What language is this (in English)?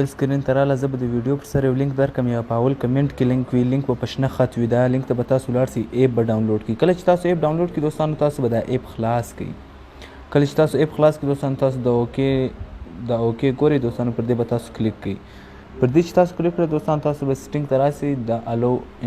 Pashto